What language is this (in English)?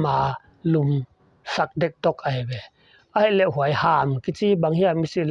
Paite Chin